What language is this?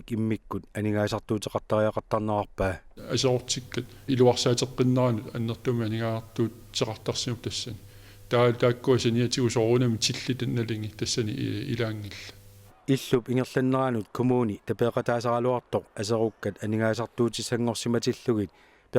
Kalaallisut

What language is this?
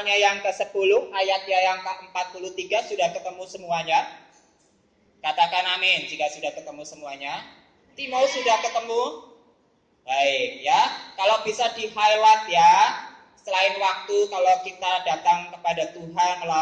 Indonesian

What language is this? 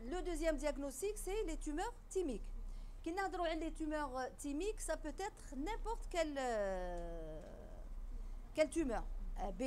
French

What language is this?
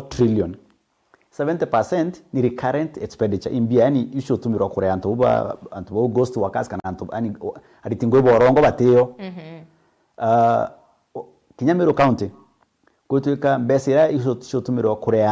Meru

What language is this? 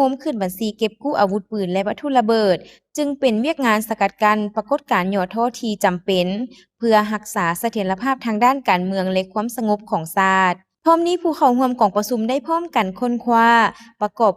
Lao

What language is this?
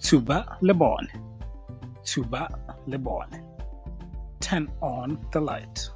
Tswana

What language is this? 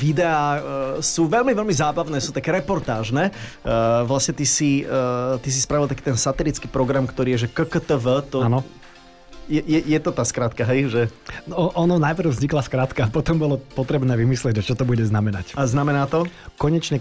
Slovak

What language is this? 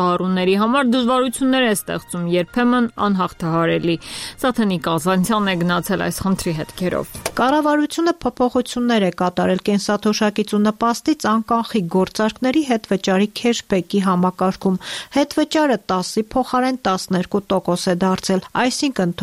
Armenian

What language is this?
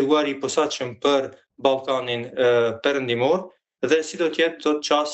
Albanian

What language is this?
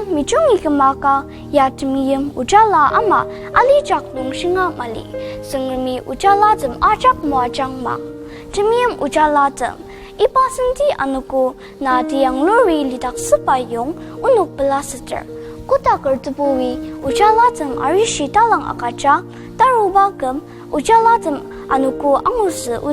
Ao Naga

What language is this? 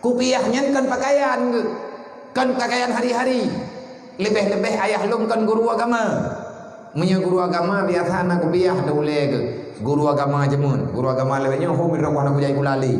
Achinese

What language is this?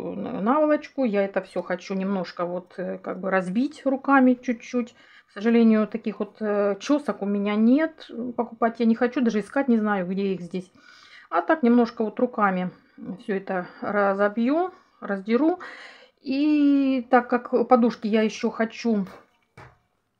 Russian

